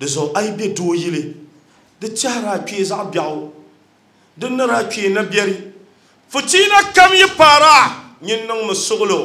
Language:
Dagbani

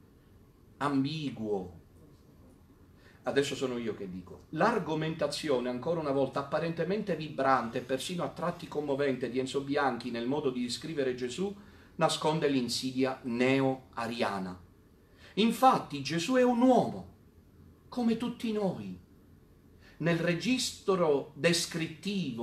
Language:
Italian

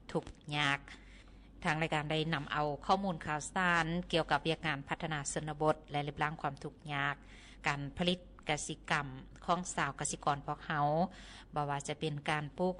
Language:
Lao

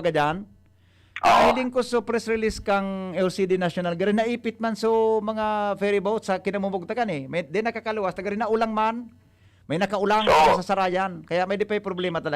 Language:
Bikol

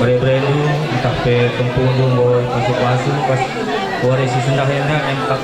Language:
Batak Karo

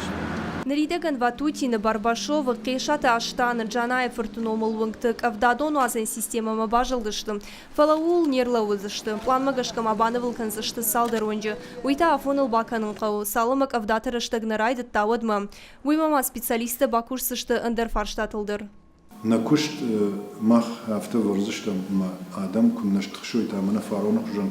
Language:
Ossetic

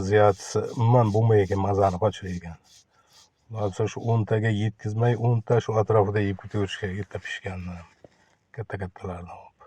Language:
Uzbek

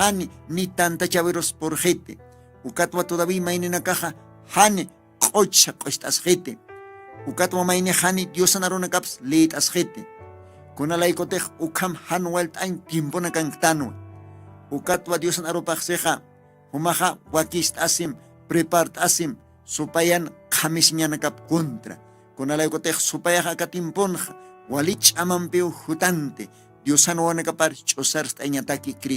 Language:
Aymara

